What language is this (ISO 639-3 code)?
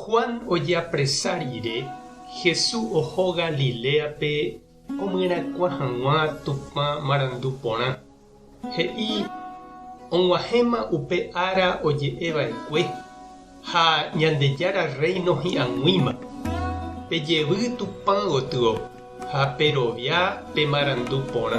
grn